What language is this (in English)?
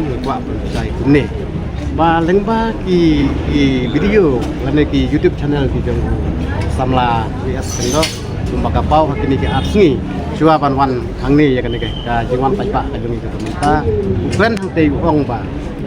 Khasi